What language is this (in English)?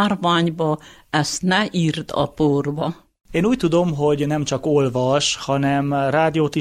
Hungarian